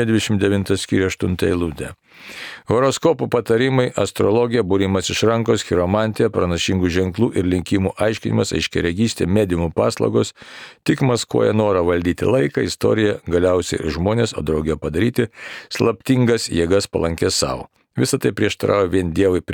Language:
Lithuanian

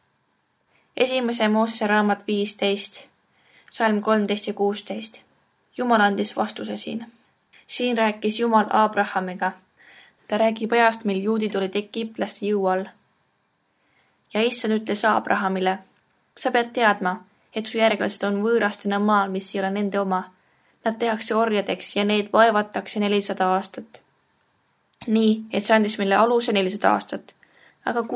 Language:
Estonian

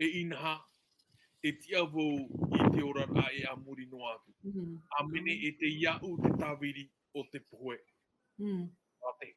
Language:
Tahitian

